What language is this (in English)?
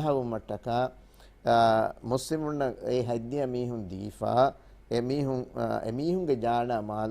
Divehi